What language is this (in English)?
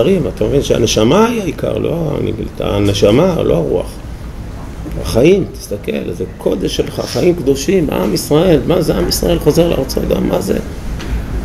Hebrew